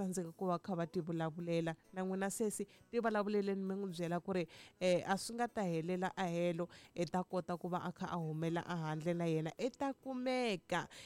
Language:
Tsonga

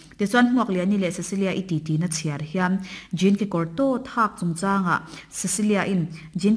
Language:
Mizo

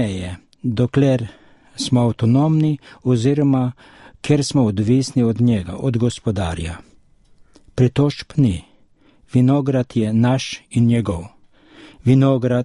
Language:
Slovenian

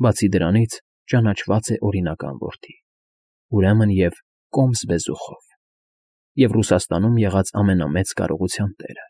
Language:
Armenian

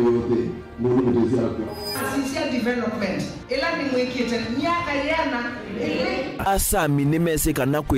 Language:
Kamba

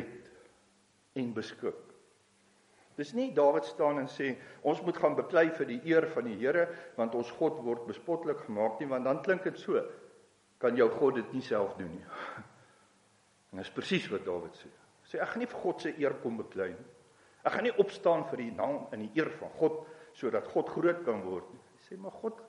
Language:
Afrikaans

